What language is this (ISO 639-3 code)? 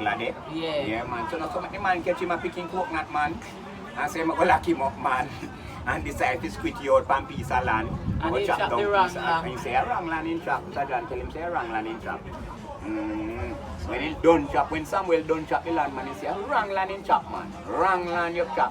jam